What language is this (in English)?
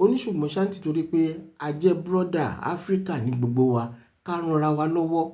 Yoruba